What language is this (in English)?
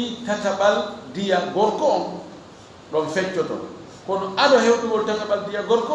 Fula